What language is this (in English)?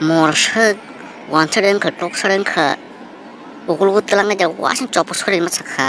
Kok Borok